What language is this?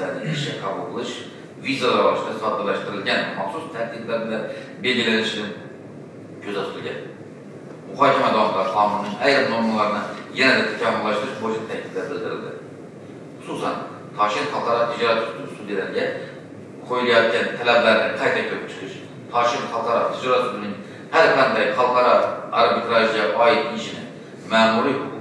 Uzbek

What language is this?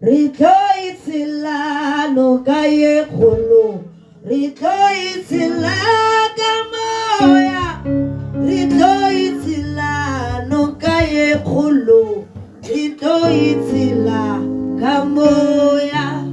Tswana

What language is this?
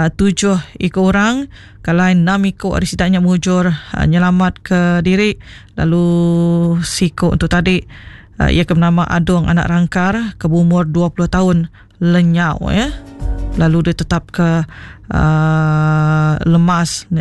Iban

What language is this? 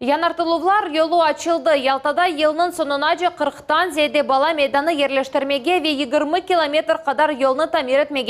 Crimean Tatar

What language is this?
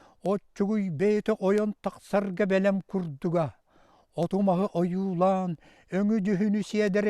Yakut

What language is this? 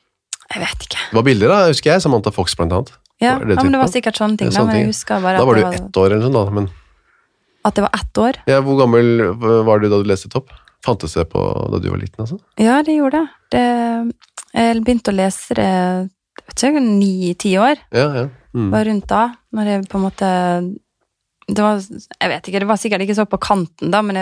Norwegian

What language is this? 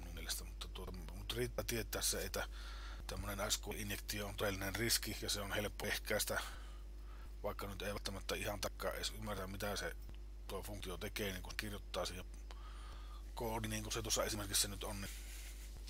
Finnish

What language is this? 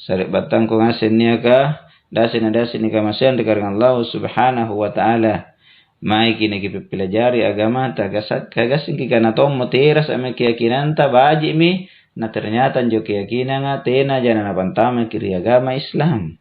Makasar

